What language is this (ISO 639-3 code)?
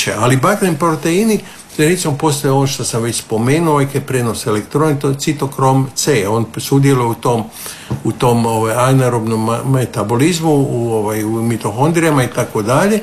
hrv